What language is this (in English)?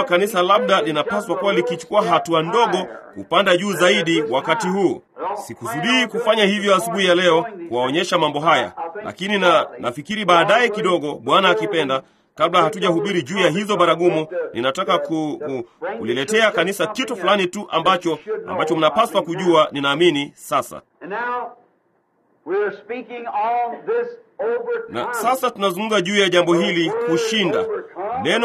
Swahili